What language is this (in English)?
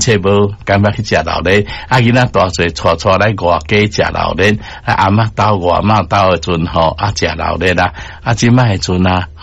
Min Nan Chinese